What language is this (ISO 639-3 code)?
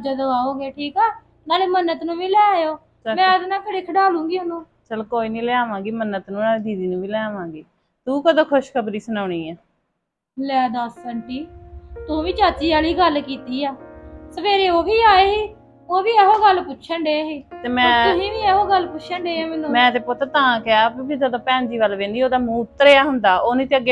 pan